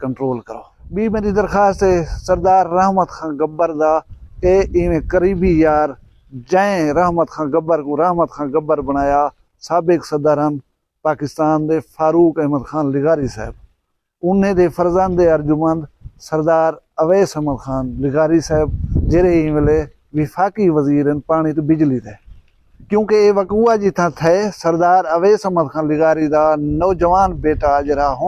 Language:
Saraiki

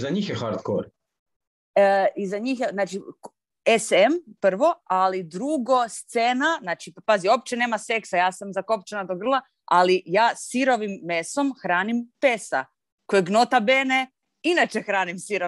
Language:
Croatian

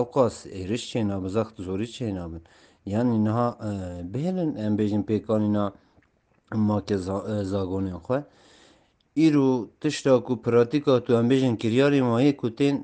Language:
Kurdish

